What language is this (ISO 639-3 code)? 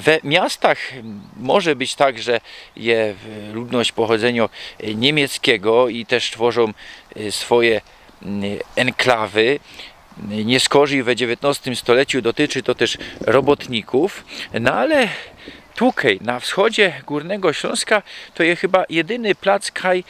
szl